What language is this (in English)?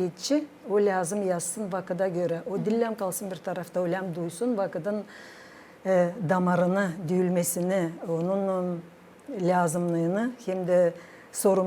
Gagauz